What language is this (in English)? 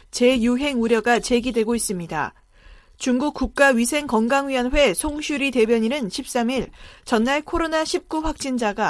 Korean